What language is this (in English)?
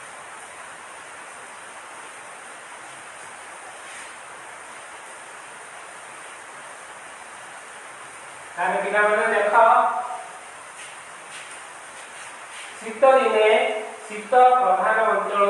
Odia